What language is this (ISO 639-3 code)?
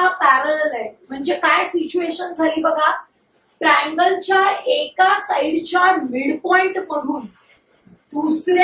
mar